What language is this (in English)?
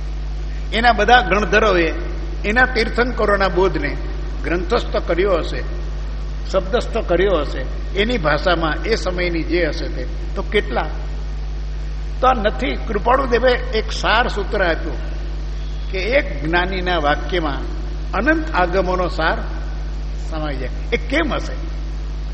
Gujarati